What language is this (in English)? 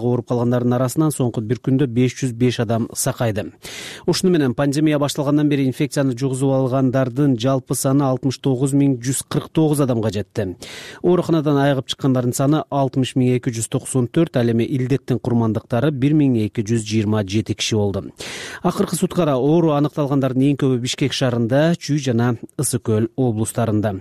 Kyrgyz